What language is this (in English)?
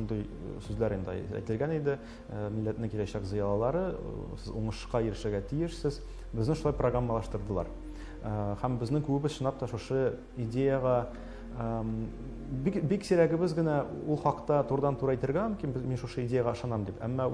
Tatar